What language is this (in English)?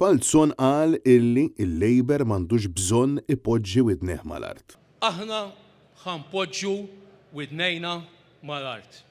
Maltese